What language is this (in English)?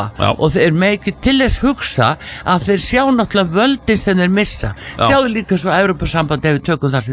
Icelandic